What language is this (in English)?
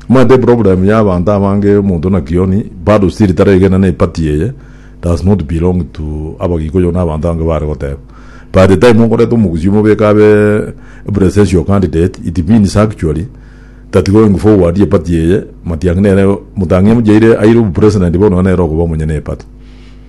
Gusii